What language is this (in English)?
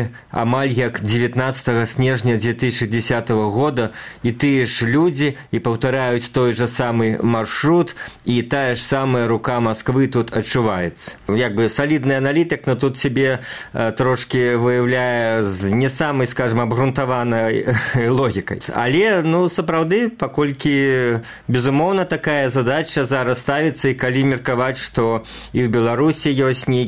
Belarusian